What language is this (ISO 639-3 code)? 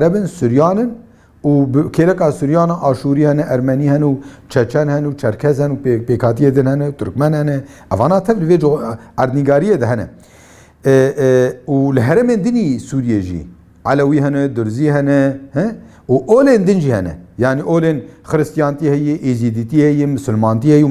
kur